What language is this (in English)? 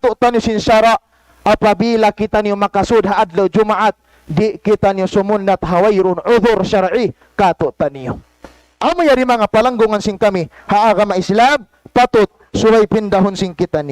Tausug